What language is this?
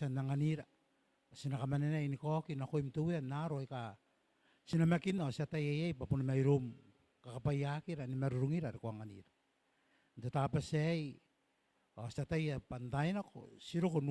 Gilbertese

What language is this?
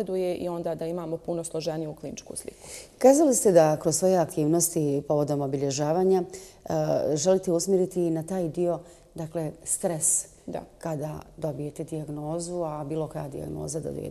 Bosnian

